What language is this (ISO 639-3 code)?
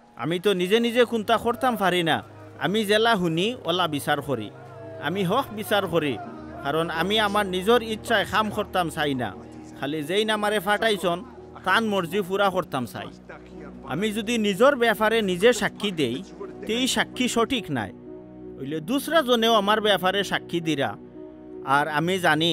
syl